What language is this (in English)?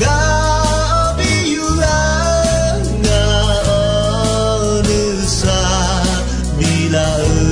Akha